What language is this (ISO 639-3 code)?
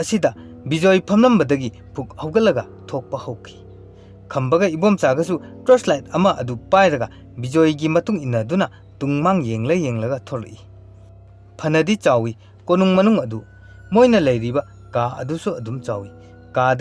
mni